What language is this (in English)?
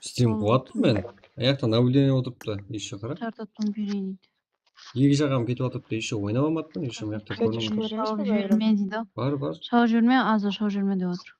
Kara-Kalpak